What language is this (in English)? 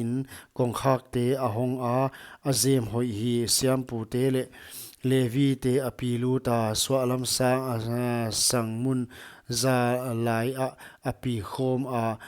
Paite Chin